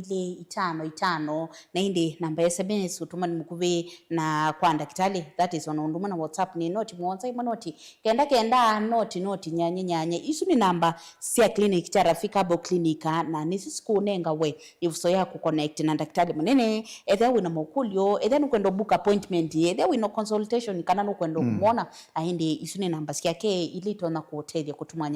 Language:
Kamba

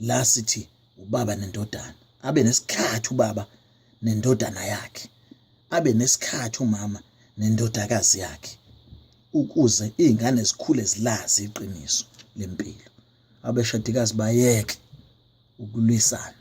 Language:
Zulu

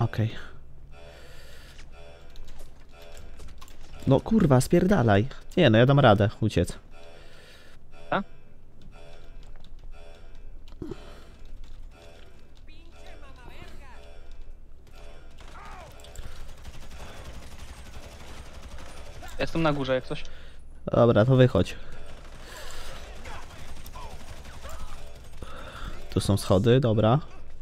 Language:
Polish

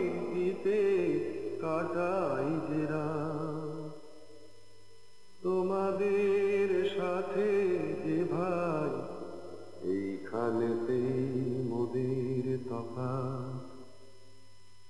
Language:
Bangla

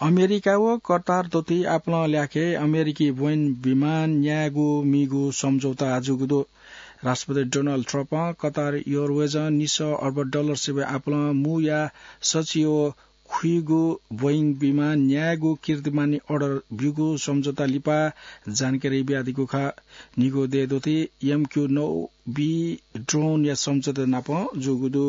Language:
Newari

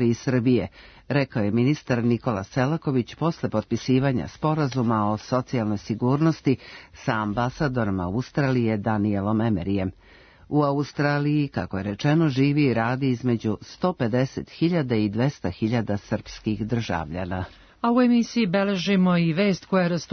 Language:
Serbian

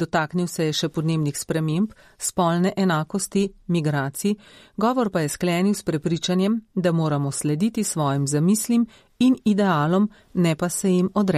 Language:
Slovenian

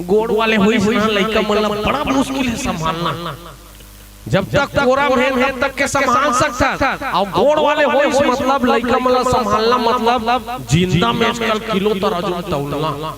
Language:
Chhattisgarhi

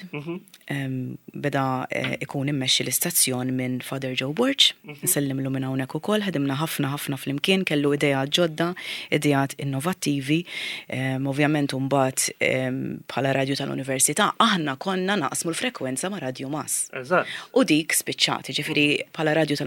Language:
Maltese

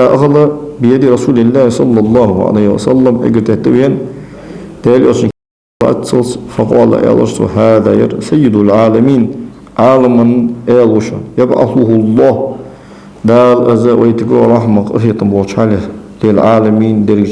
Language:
Ingush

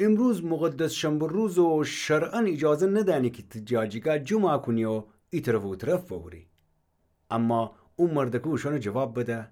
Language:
Gilaki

